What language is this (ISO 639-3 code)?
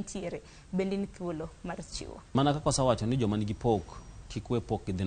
luo